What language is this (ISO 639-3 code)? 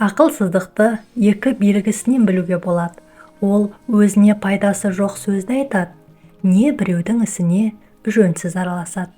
kaz